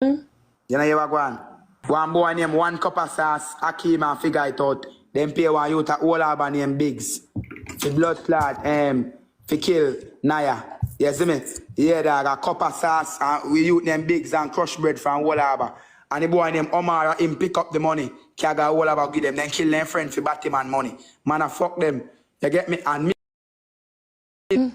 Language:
Jamaican Creole English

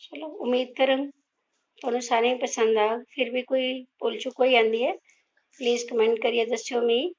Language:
Dogri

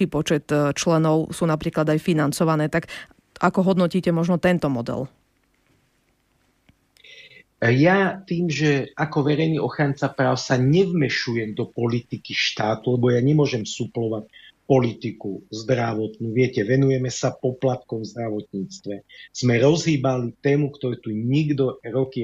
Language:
Slovak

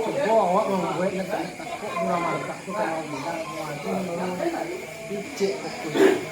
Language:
Minangkabau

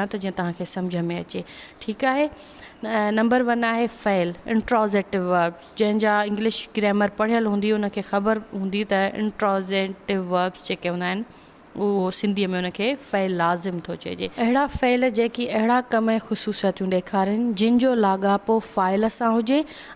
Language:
Sindhi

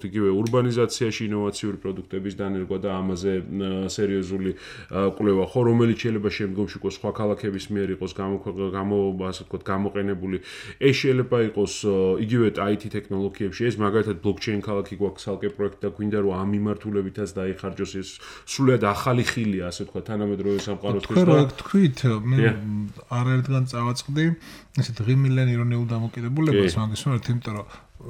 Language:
Georgian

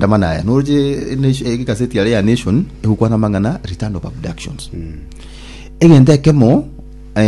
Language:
Gusii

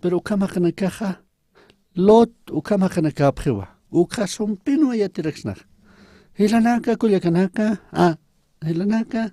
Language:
Aymara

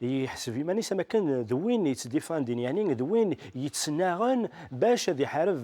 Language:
Kabyle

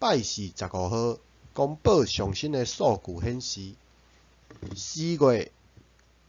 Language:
Min Nan Chinese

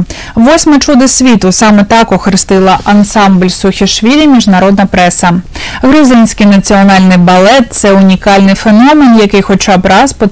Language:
Ukrainian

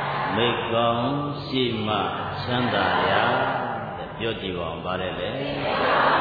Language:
Burmese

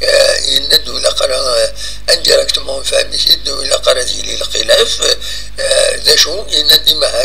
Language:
Kabyle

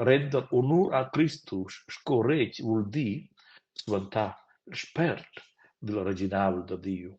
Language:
Romansh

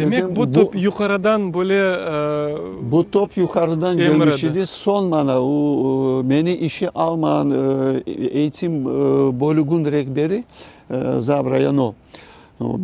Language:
Crimean Tatar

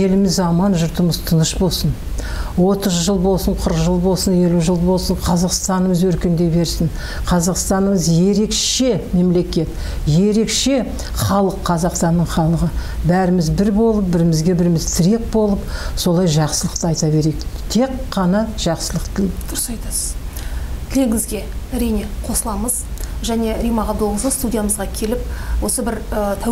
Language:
Kazakh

